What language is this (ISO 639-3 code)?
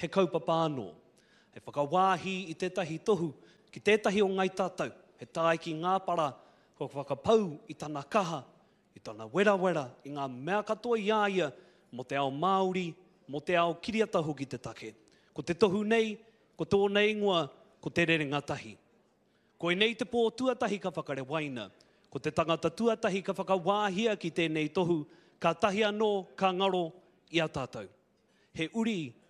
mri